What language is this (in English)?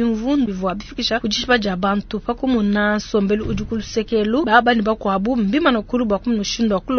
Luba-Lulua